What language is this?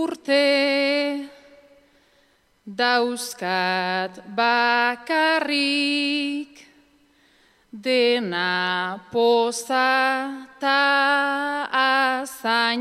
Basque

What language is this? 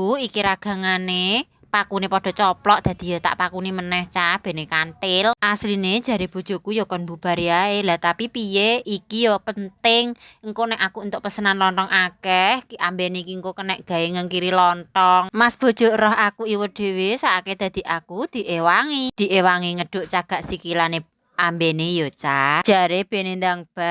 Javanese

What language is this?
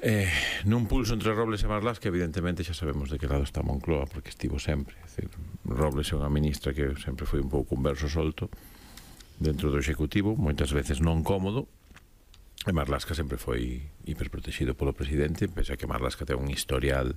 Galician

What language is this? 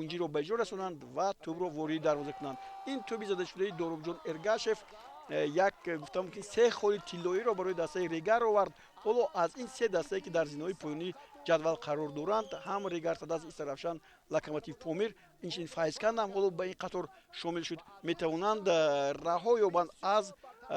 Tajik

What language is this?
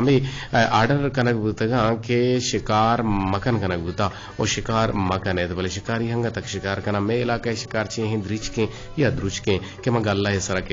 Eastern Balochi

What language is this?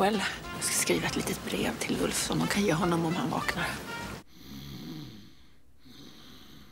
Swedish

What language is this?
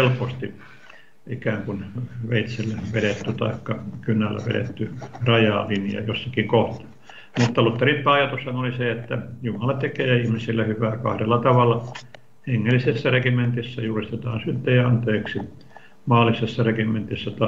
Finnish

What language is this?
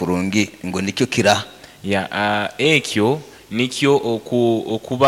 Nyoro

